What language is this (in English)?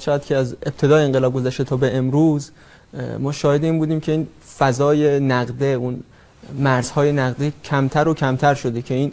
Persian